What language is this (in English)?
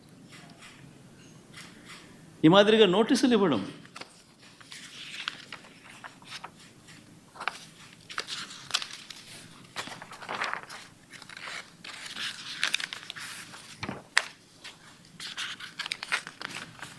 Telugu